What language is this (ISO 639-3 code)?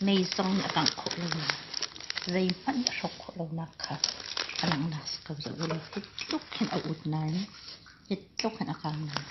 cnh